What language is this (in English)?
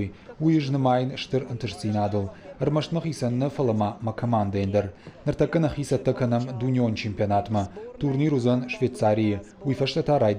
Ossetic